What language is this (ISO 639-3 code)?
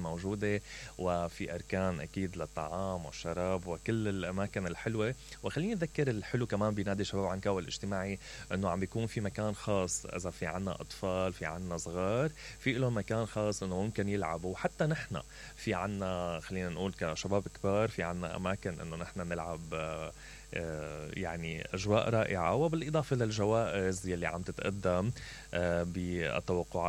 acm